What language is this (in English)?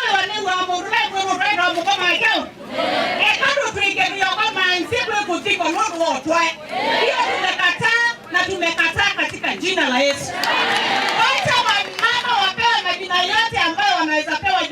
Kamba